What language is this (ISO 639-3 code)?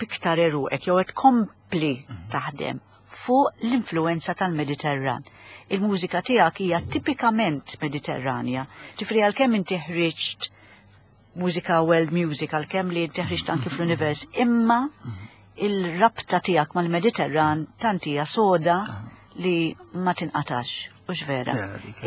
mlt